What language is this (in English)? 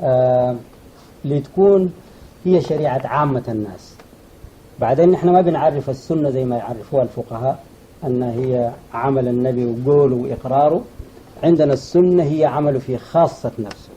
Egyptian Arabic